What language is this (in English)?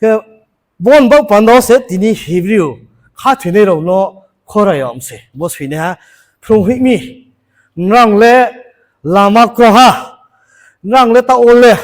Riang (India)